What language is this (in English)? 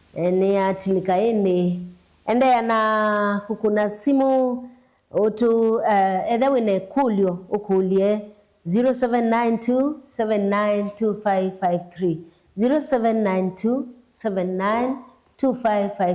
Kamba